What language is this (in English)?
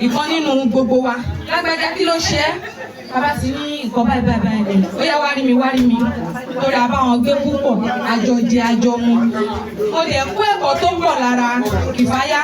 Yoruba